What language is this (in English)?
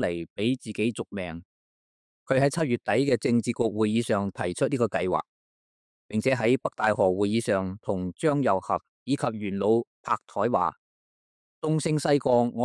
Cantonese